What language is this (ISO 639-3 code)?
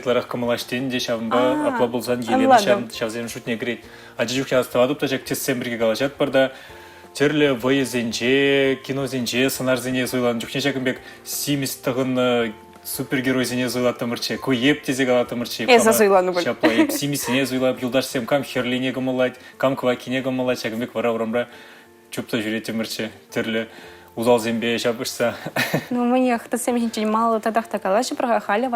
chv